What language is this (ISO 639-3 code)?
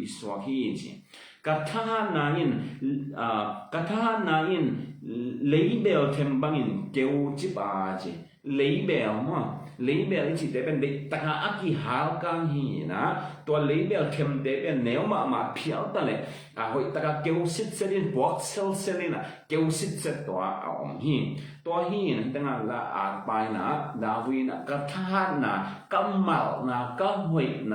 ctd